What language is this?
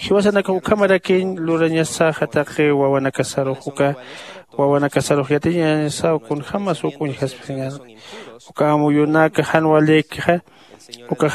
Aymara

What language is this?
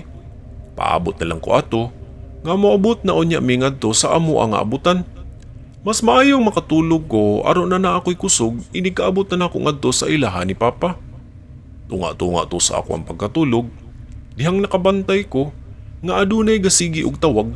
Cebuano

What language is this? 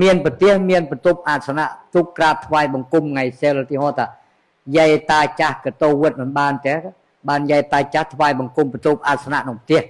Khmer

